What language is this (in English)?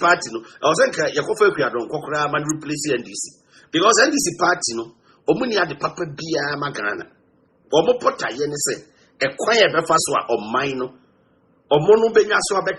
Akan